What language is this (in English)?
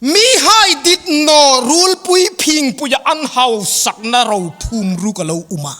Hmar